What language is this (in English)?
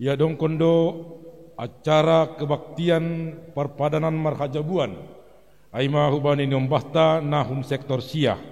Batak Simalungun